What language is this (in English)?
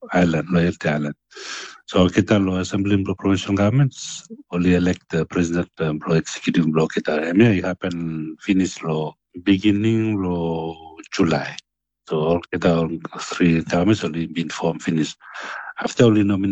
Bislama